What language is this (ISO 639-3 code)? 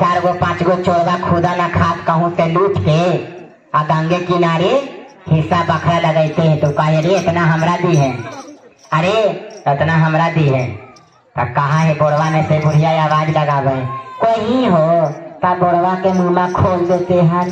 mag